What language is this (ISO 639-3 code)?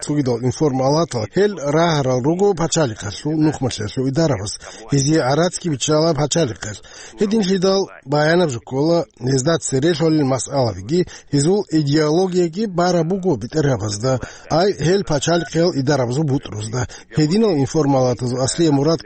ava